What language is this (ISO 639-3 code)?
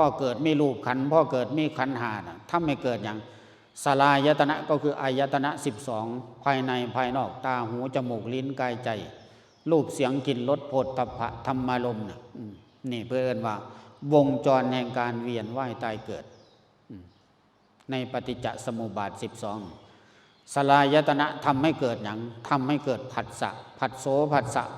lao